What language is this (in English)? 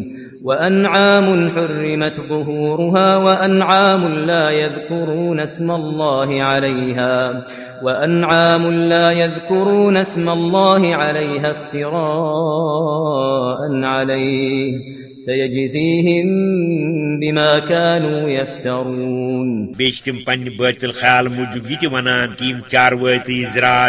Kashmiri